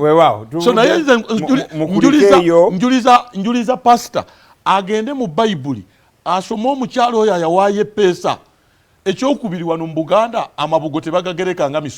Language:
Ganda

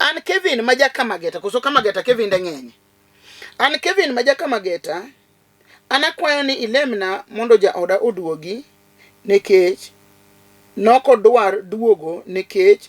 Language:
Luo (Kenya and Tanzania)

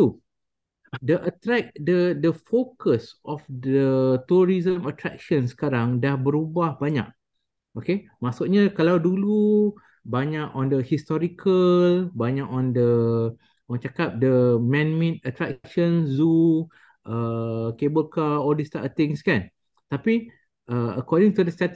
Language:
Malay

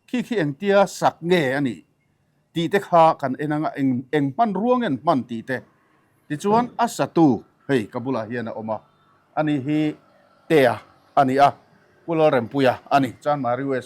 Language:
Mizo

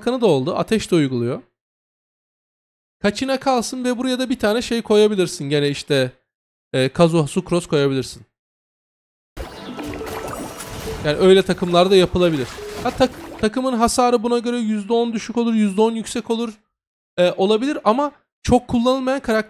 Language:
Turkish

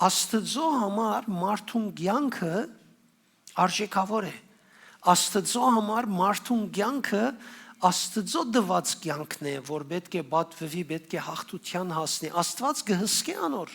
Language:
Western Armenian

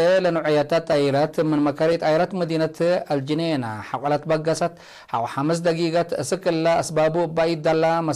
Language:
Tigre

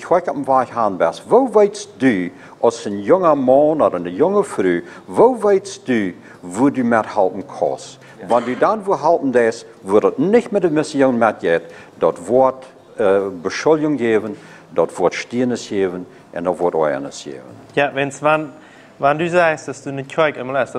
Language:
Plautdietsch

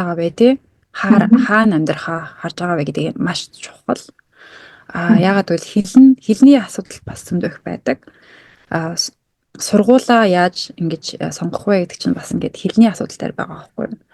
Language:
Mongolian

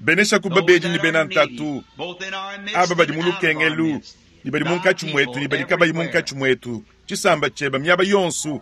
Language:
Luba-Lulua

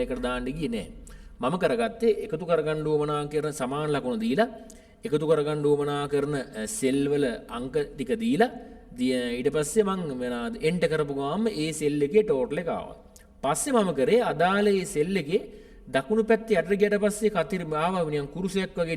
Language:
Sinhala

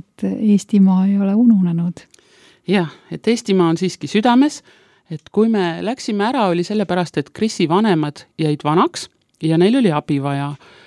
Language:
Estonian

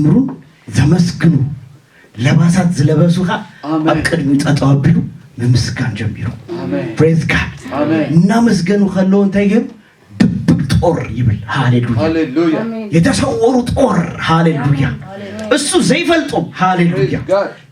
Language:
Tigrinya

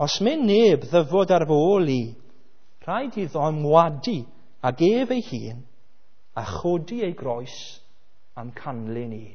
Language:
Welsh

